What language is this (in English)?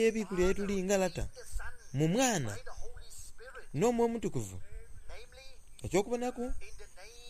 Soga